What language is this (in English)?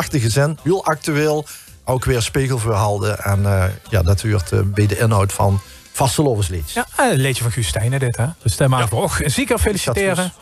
Limburgish